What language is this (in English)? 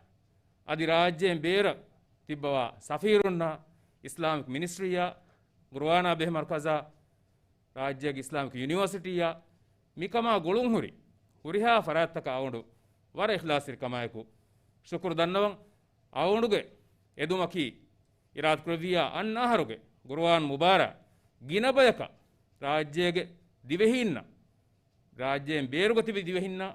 Divehi